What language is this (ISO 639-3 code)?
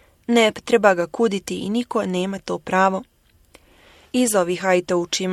bos